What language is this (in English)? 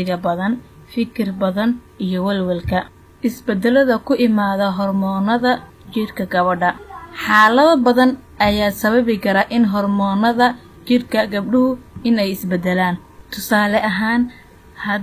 Somali